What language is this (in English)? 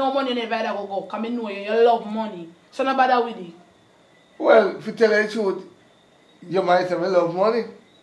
Jamaican Creole English